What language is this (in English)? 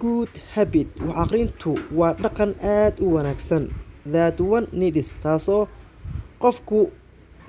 Somali